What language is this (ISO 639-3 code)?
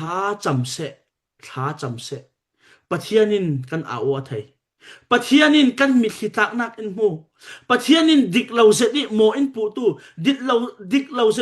cfm